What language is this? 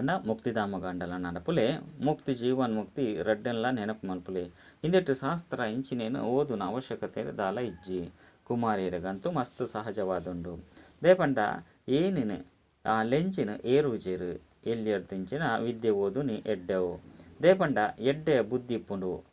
Tulu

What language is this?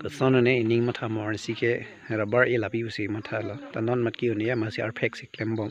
Karbi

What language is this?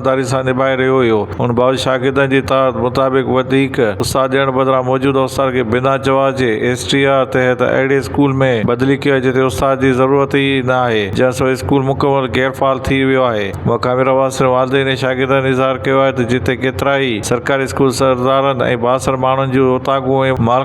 Sindhi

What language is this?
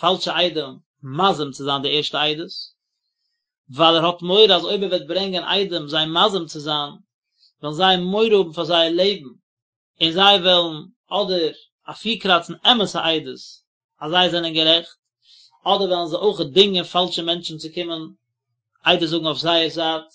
Yiddish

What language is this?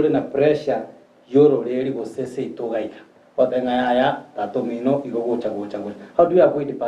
Gusii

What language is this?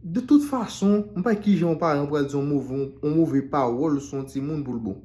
Haitian Creole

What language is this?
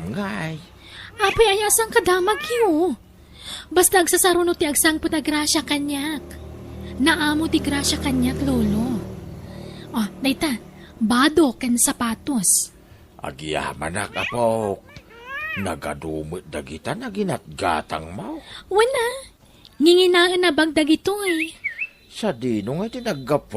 Iloko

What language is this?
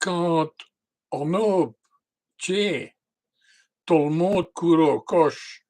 Walloon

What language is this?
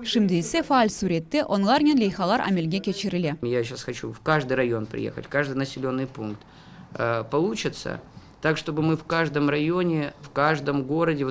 Crimean Tatar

